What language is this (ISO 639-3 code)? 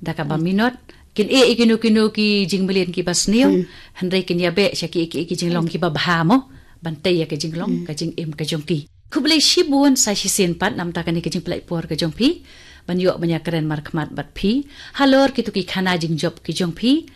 kha